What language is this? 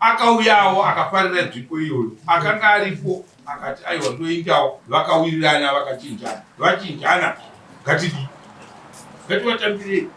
Shona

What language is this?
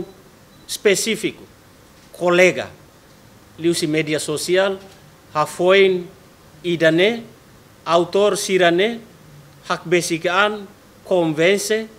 Tetum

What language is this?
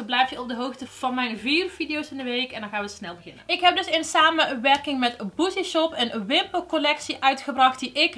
Dutch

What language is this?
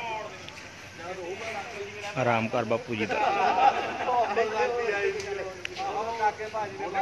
Punjabi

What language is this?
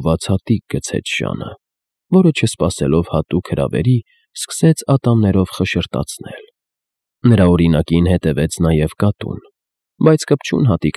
Armenian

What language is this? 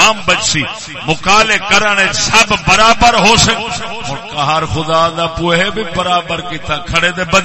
Saraiki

